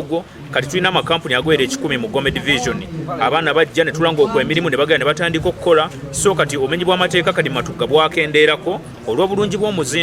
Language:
Ganda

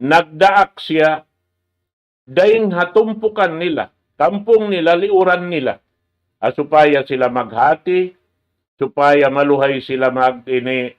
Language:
Tausug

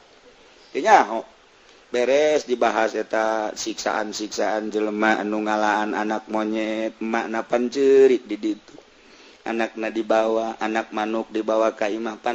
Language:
Sundanese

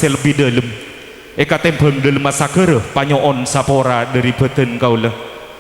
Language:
Madurese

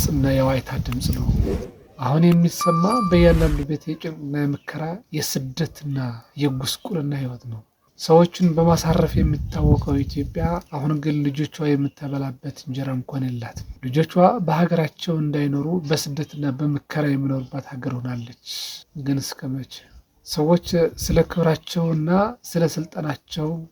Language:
Amharic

